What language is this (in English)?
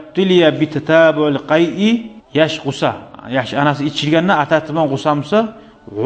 Kumyk